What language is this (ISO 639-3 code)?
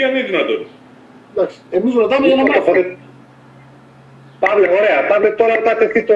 ell